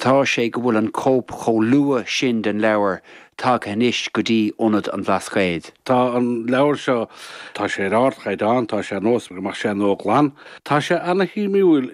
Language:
Irish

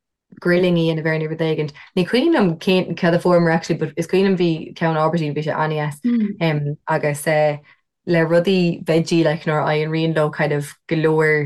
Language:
Irish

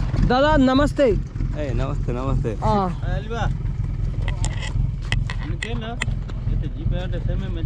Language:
Kannada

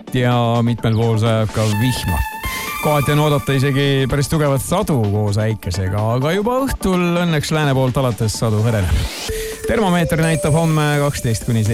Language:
Estonian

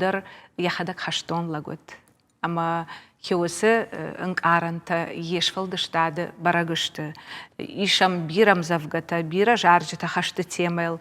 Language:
Ossetic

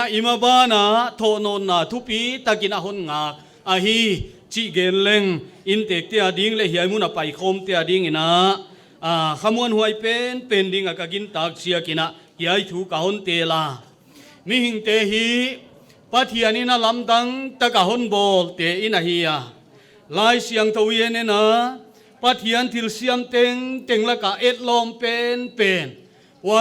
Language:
Paite Chin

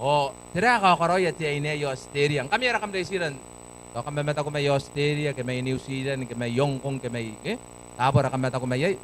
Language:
Gilbertese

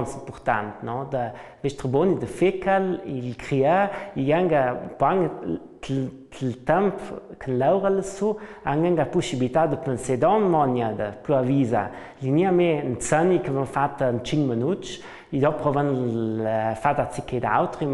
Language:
Ladin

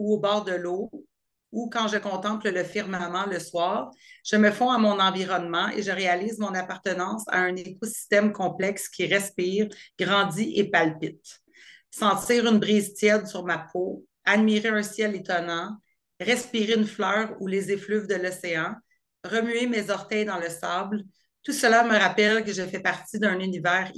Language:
French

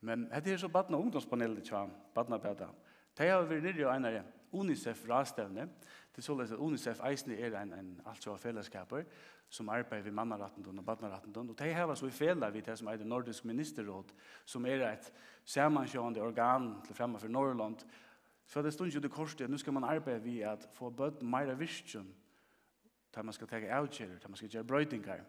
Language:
Faroese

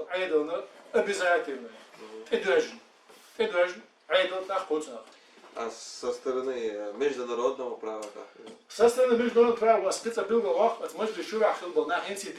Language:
Chechen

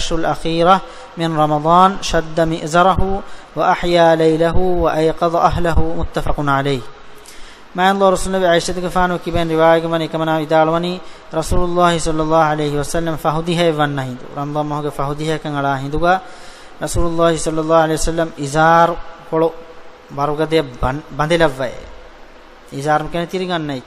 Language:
Divehi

